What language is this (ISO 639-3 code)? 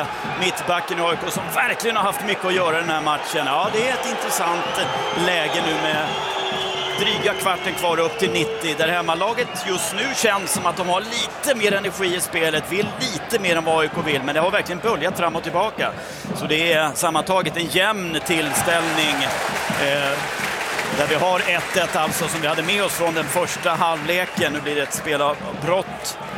swe